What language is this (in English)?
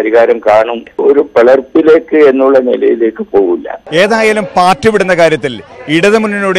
Malayalam